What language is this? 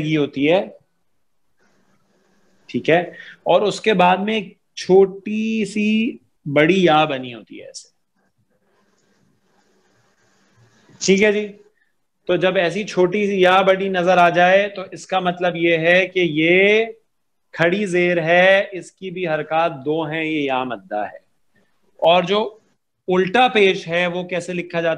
Urdu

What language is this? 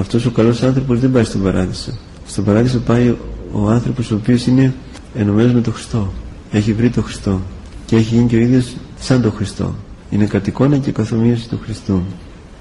Greek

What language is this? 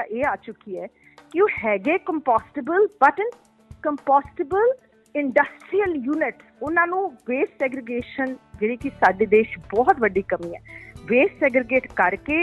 Punjabi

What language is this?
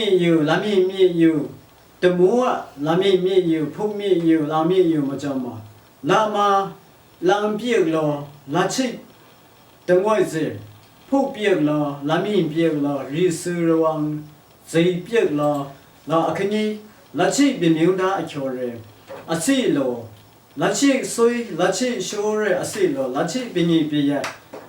Lashi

